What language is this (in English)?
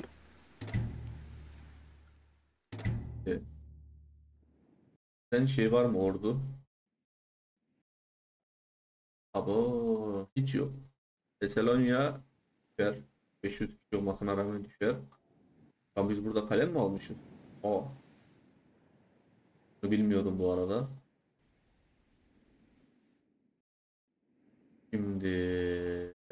Turkish